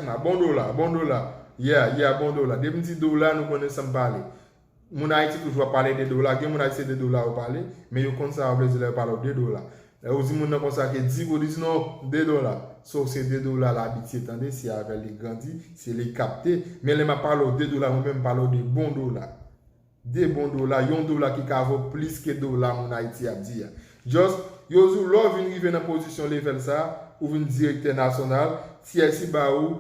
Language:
Haitian Creole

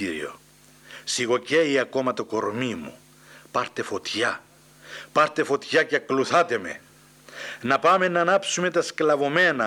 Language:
Greek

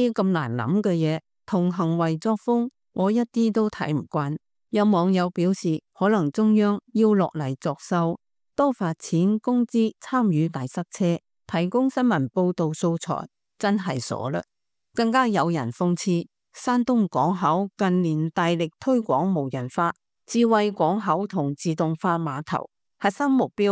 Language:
Cantonese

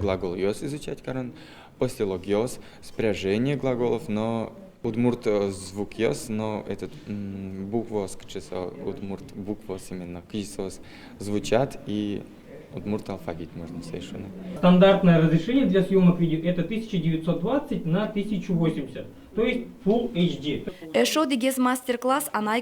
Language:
Udmurt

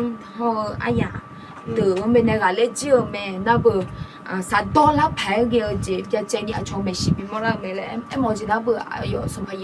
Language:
Akha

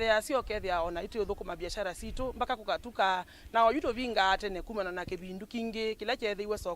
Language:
Kamba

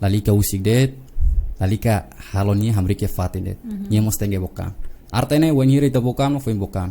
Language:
Tetum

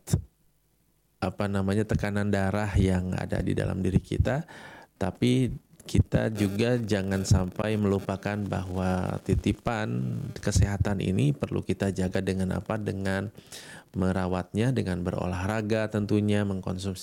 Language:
Indonesian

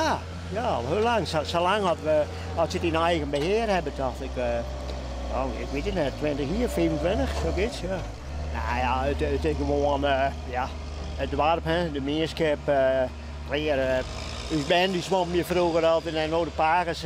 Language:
Western Frisian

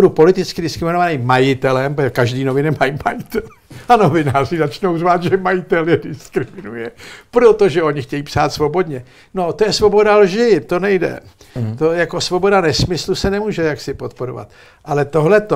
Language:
Czech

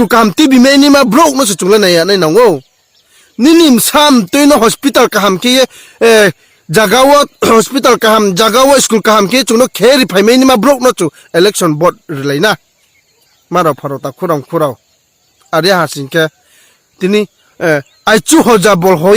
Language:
Riang (India)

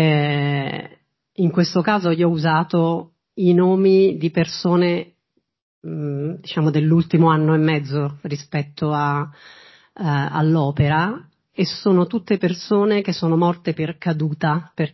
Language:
Italian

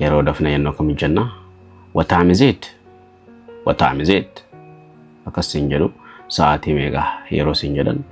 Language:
Oromo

